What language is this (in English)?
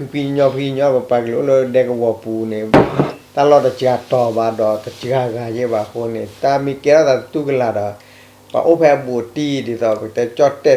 S'gaw Karen